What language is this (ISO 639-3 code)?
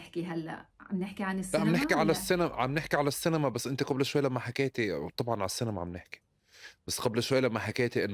apc